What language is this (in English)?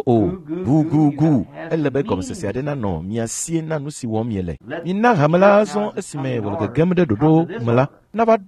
Ewe